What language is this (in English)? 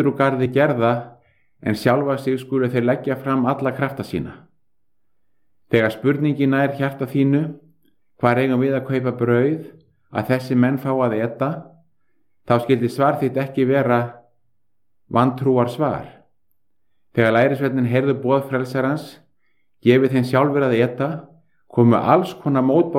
Icelandic